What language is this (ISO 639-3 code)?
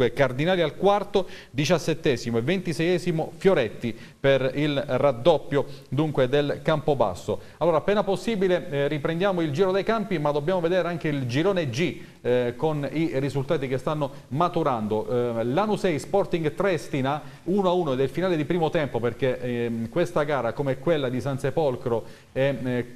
ita